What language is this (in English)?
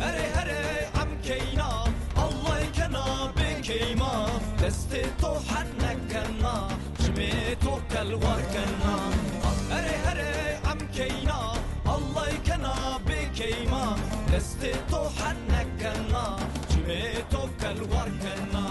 Zaza